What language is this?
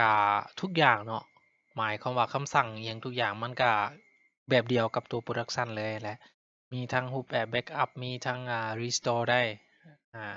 Lao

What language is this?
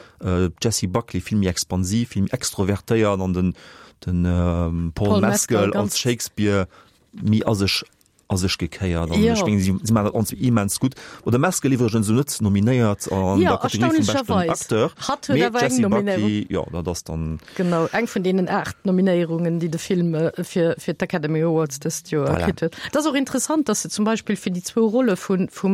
Luxembourgish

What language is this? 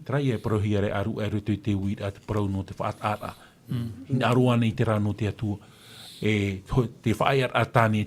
Tahitian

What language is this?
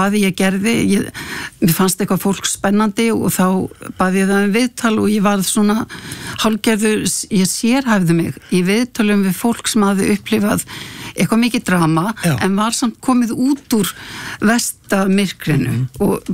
Icelandic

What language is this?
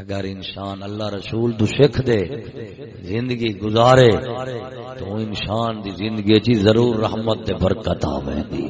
Saraiki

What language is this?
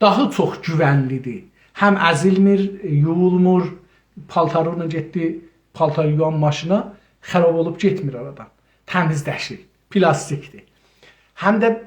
South Azerbaijani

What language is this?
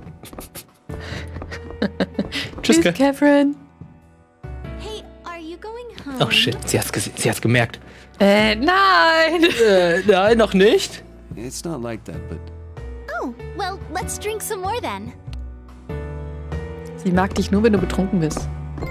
German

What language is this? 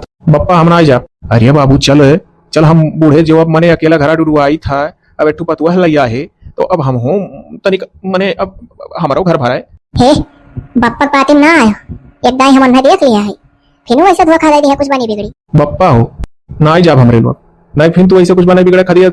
Awadhi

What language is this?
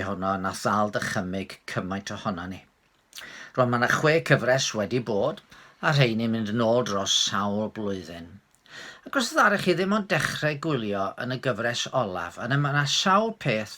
Welsh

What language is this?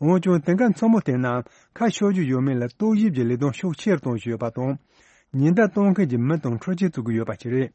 Tibetan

